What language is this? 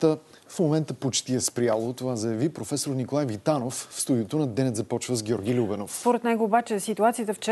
Bulgarian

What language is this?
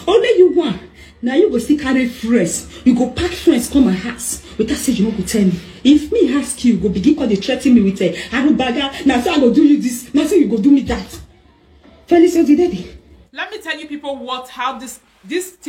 Nigerian Pidgin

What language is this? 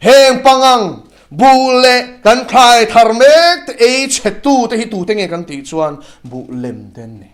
Mizo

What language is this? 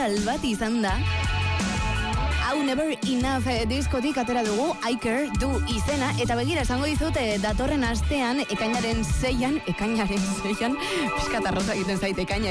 Basque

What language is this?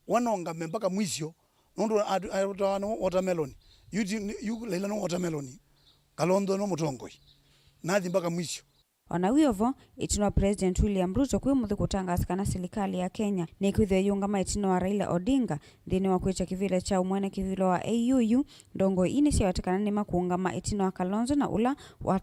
Kamba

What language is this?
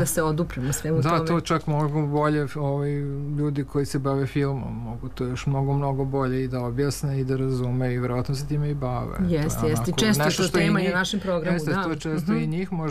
Serbian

